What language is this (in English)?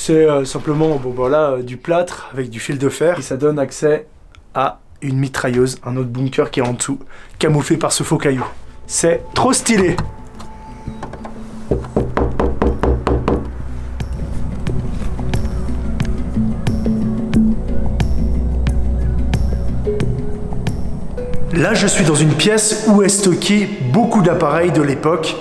French